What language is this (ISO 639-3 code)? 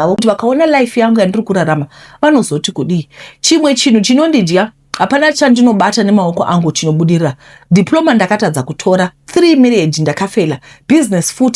sna